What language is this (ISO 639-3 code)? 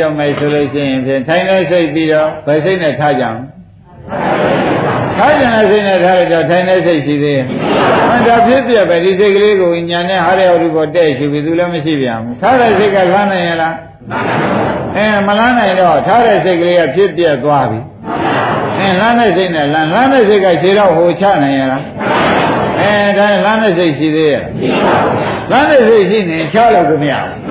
mya